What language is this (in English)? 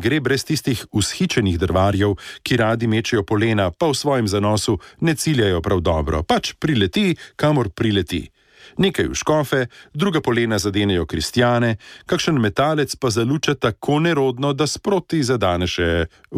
Slovenian